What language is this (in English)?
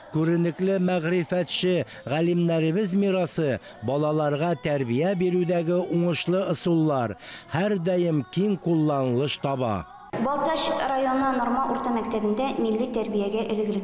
Tatar